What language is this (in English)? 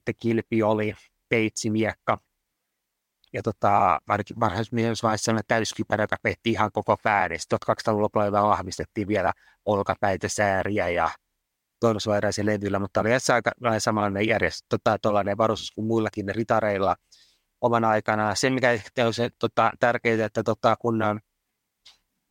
Finnish